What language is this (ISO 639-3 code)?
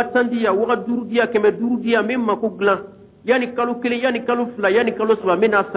bam